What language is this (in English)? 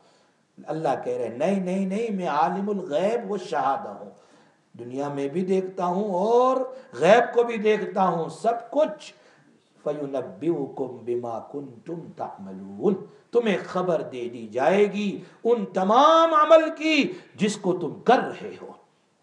Urdu